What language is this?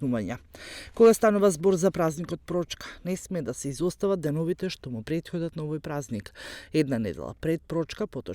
Macedonian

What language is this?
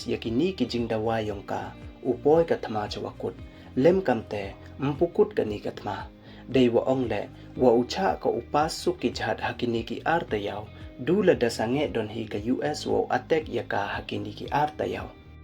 Pnar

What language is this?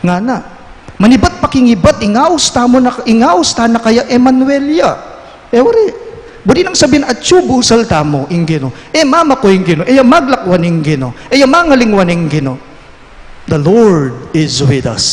Pampanga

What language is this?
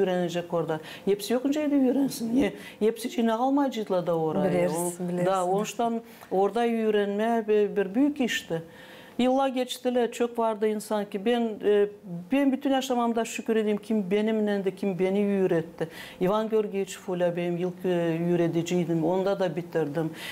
Gagauz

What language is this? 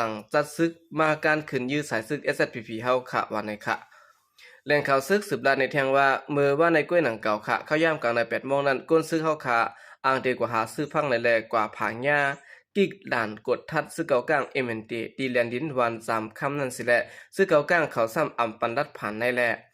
Shan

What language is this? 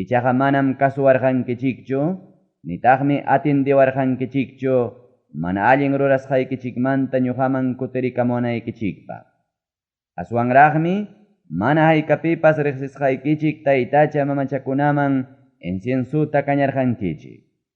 Ayacucho Quechua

